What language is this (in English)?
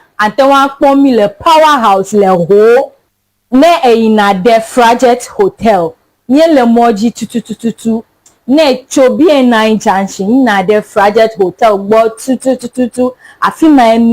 Ewe